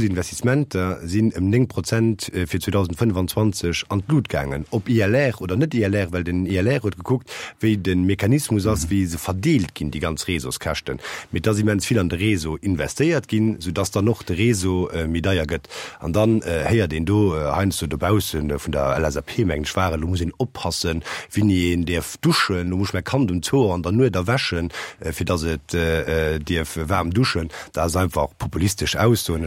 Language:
Luxembourgish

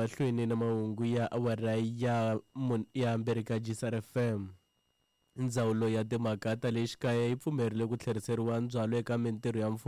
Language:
Tsonga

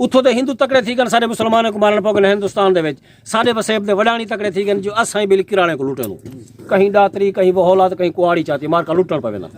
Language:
Saraiki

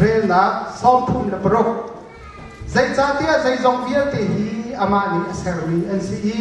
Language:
Hakha Chin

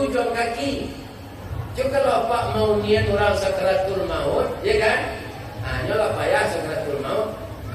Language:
Minangkabau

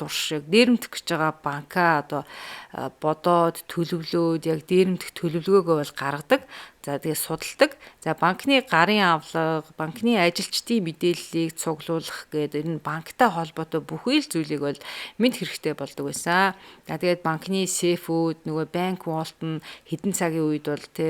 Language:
Mongolian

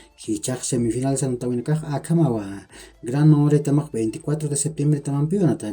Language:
Aymara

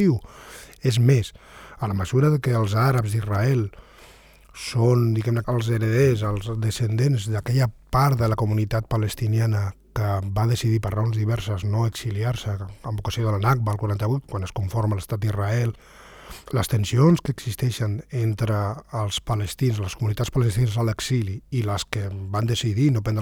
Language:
Catalan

